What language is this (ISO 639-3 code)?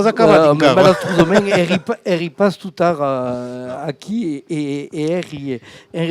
oci